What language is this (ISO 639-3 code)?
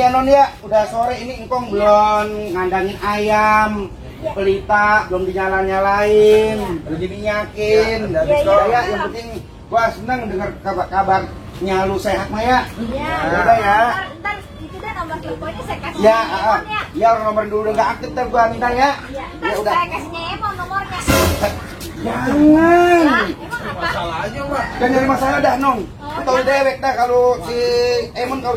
bew